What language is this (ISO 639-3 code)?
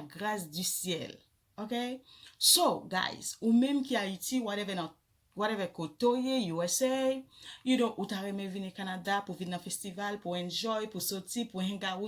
hat